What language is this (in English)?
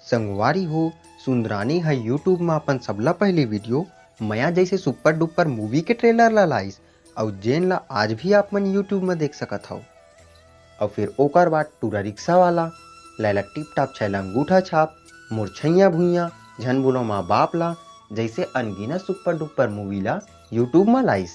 Chhattisgarhi